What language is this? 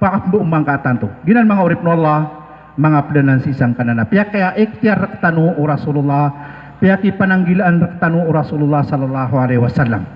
Maranao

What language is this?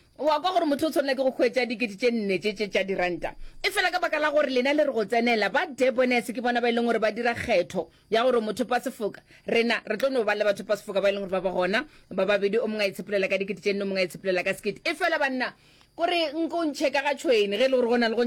Northern Sotho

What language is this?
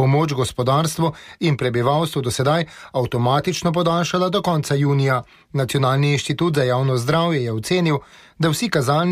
Slovenian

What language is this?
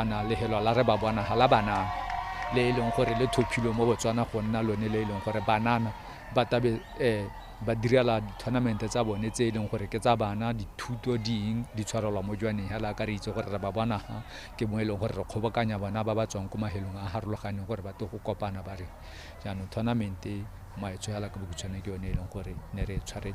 Tswana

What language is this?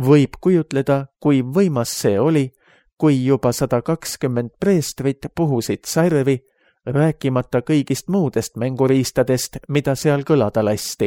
Estonian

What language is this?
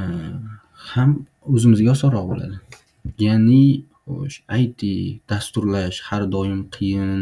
Uzbek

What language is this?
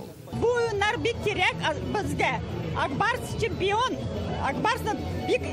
Tatar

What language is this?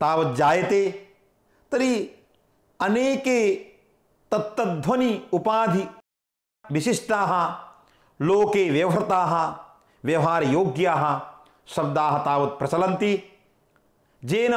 Sanskrit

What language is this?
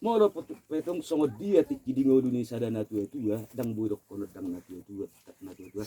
Batak Toba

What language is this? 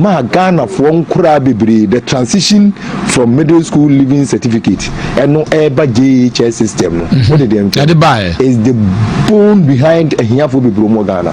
Akan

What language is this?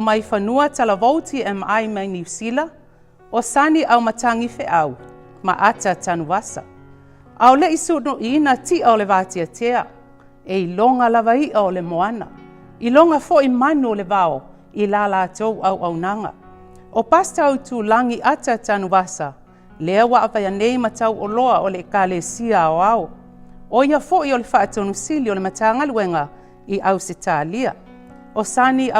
Samoan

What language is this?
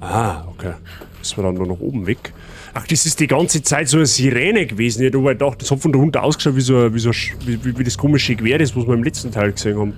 Bavarian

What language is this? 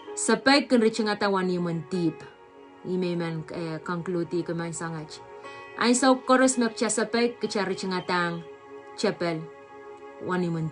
Pohnpeian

